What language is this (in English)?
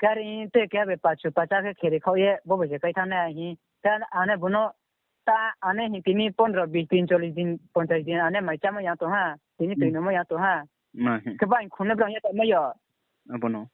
Riang (India)